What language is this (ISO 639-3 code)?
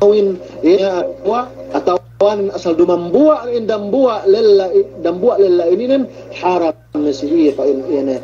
yka